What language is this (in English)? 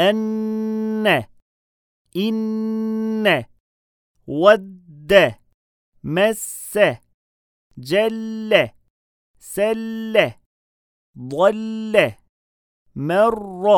Albanian